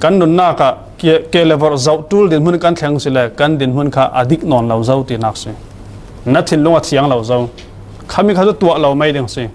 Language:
Falam Chin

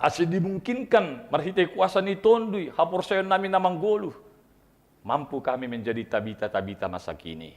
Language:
Batak Simalungun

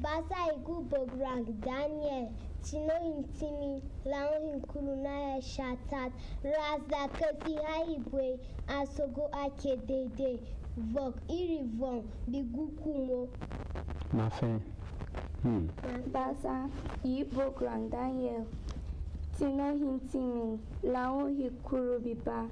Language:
Berom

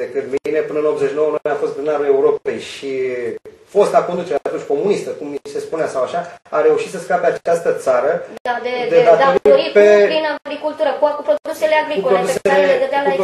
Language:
Romanian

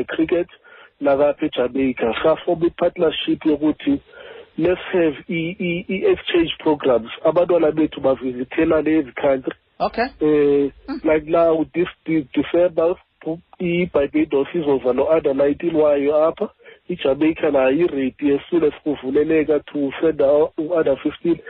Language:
Xhosa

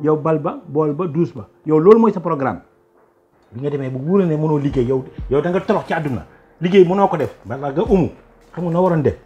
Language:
Wolof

